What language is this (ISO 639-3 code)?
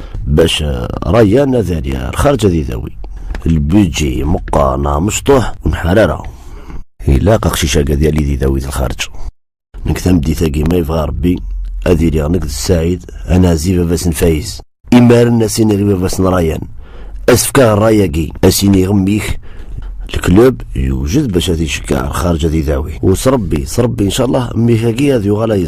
kab